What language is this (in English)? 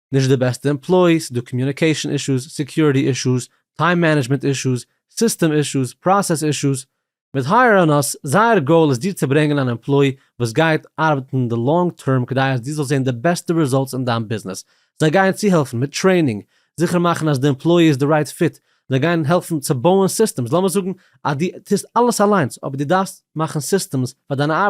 Yiddish